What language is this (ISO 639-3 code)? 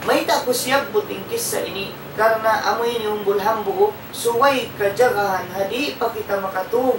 tsg